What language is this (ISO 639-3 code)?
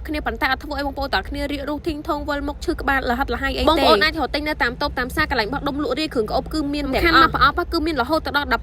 khm